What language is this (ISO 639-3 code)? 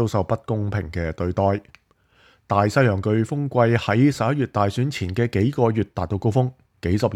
yue